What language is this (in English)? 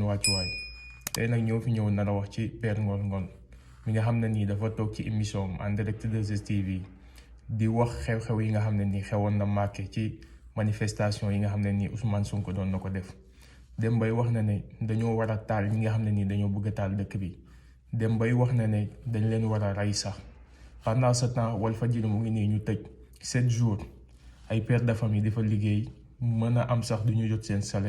Wolof